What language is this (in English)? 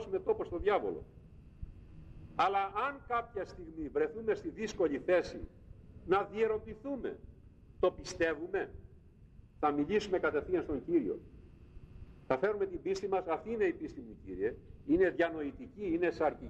Greek